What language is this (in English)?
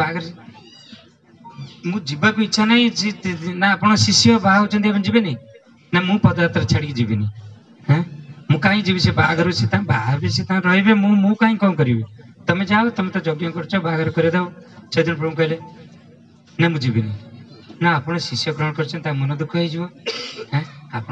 Odia